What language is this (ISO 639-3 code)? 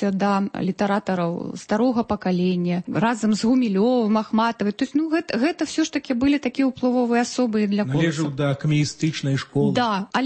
bel